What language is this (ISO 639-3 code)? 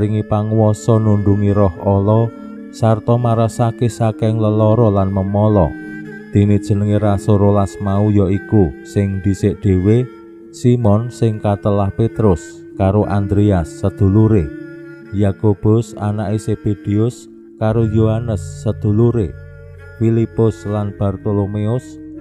jav